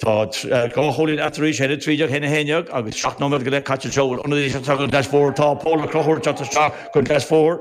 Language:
Irish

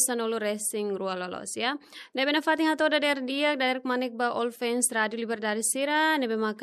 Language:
Tetum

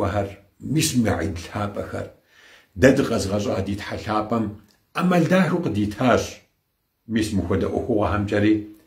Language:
Kabardian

